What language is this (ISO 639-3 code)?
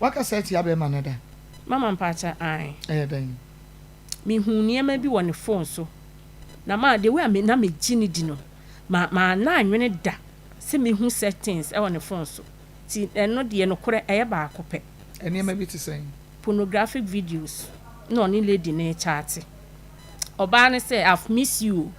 aka